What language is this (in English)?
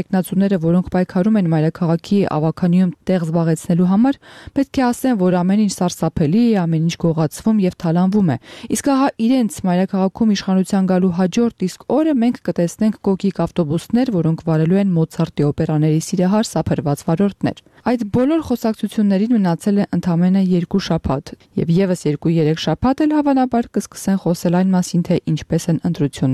Armenian